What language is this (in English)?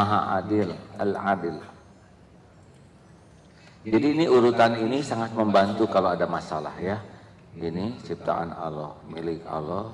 Indonesian